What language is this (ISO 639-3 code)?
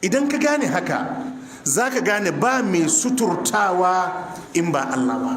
hau